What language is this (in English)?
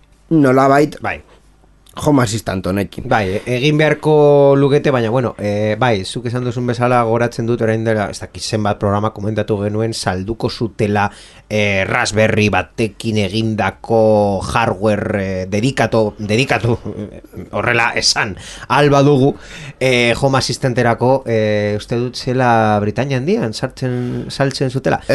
Basque